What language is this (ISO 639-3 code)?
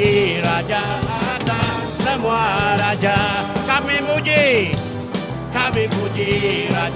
iba